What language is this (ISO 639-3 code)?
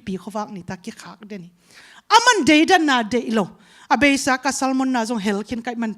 ctd